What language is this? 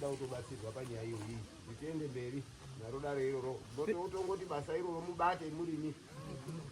Shona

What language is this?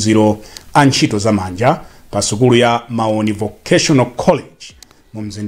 Nyanja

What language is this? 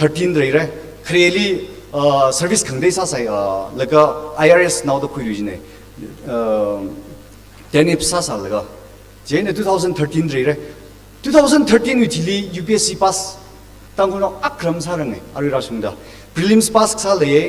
Tangkhul Naga (India)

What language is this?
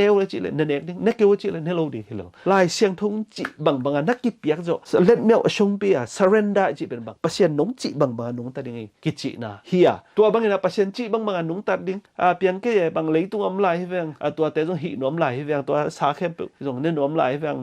Tedim Chin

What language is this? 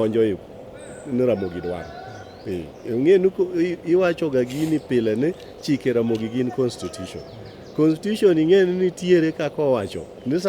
Luo (Kenya and Tanzania)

